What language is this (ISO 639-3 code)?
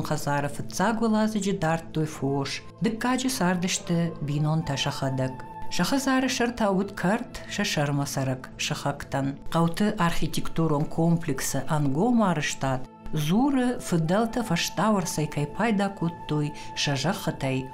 oss